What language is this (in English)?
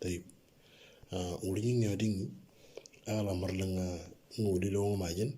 Moro